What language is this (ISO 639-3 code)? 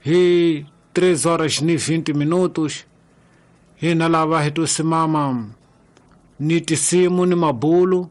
tso